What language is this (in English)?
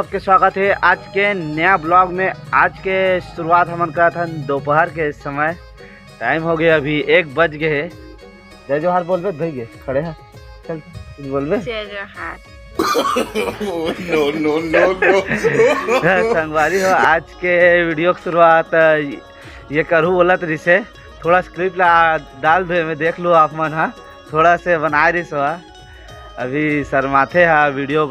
Chhattisgarhi